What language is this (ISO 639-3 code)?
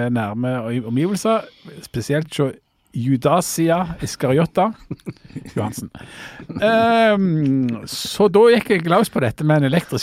nor